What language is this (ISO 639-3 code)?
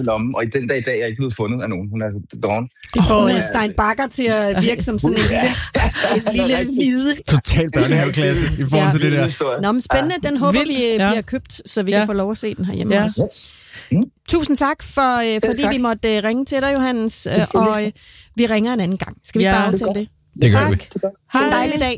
dan